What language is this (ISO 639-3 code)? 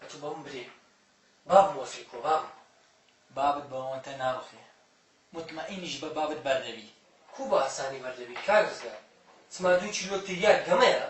ckb